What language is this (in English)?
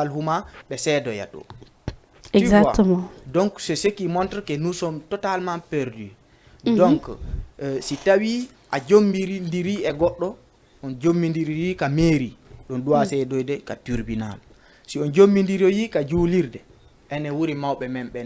Fula